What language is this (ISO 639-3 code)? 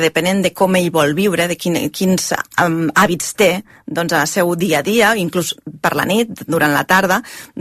cat